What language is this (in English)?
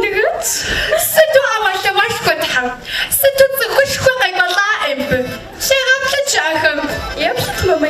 Kabardian